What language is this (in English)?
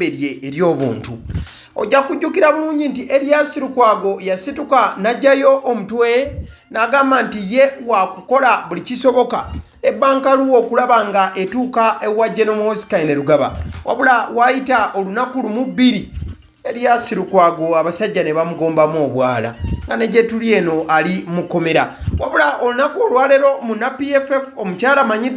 Ganda